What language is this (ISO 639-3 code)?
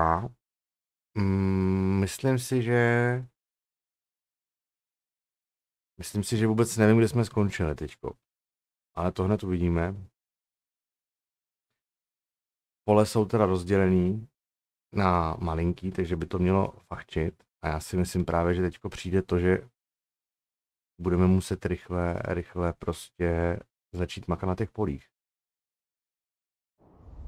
ces